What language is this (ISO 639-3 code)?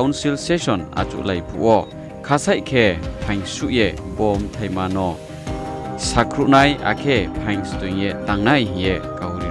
ria